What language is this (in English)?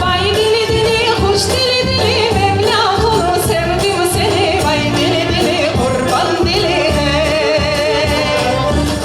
Crimean Tatar